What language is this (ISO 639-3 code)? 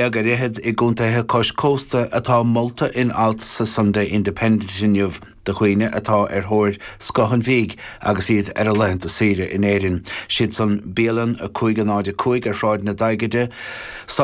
gle